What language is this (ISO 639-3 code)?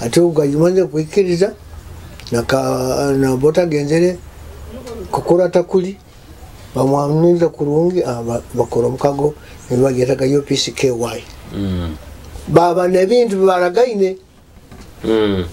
nyo